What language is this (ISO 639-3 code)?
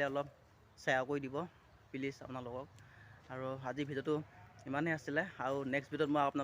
asm